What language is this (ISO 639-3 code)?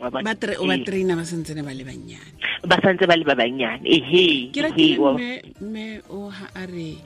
tsn